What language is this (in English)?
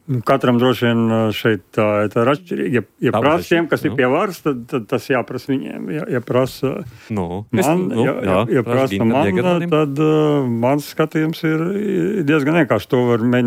Latvian